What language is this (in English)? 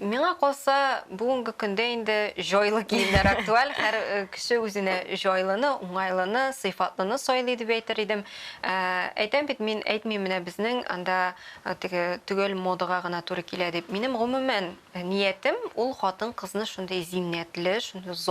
Tatar